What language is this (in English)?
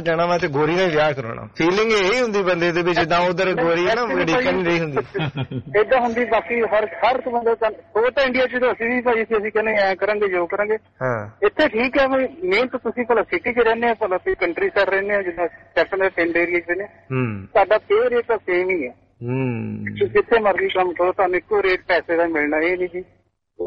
Punjabi